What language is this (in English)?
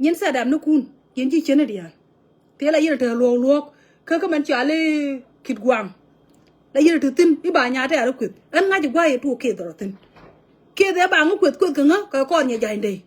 Nuer